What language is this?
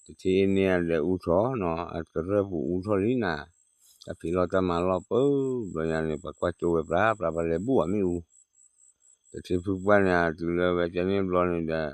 S'gaw Karen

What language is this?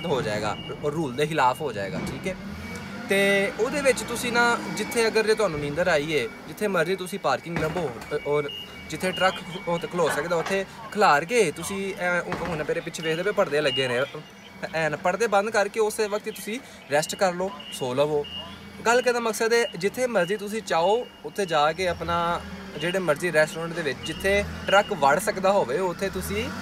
Punjabi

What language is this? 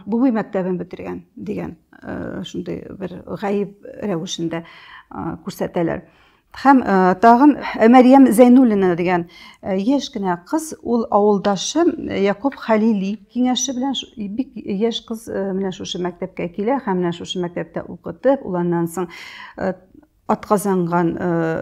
Tatar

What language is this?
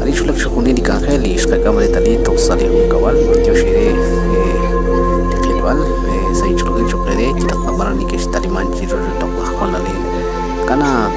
Kekchí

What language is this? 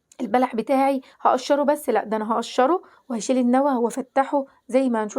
Egyptian Arabic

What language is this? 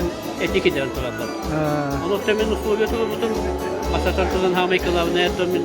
Yakut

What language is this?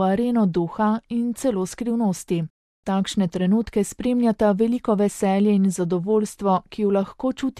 Slovenian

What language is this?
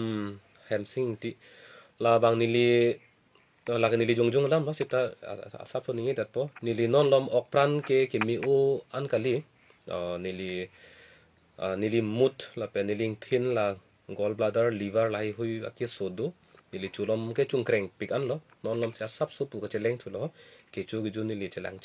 Karbi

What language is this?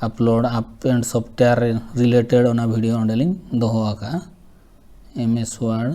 Santali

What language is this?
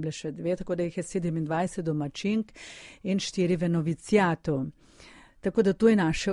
Slovenian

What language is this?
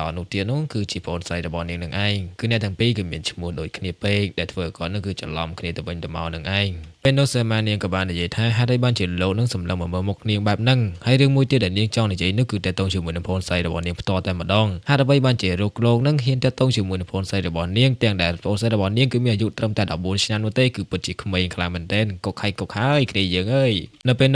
Khmer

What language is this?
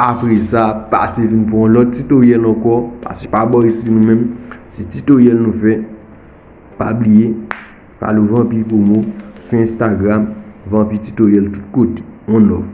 Haitian Creole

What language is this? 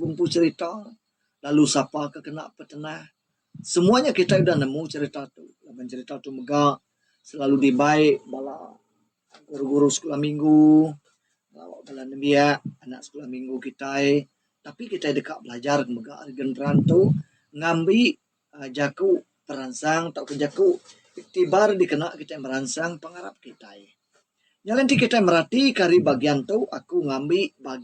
Iban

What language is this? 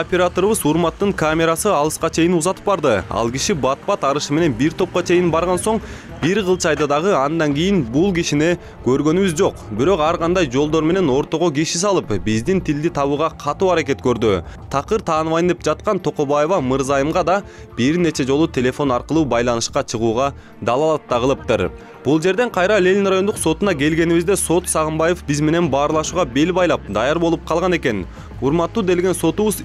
Kyrgyz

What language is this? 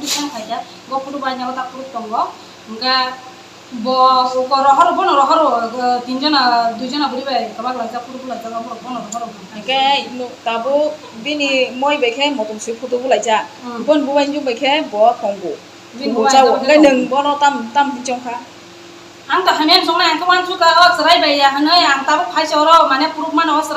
Riang (India)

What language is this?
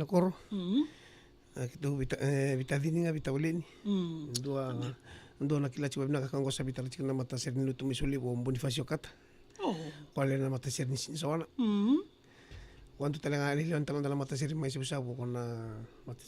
Fijian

